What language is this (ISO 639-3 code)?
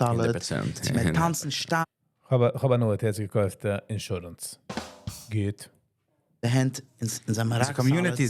yid